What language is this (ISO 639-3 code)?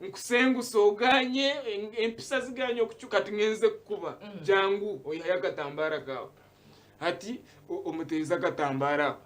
nyn